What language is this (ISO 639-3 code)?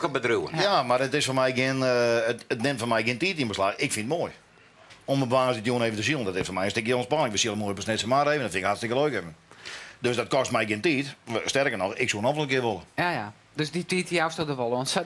fry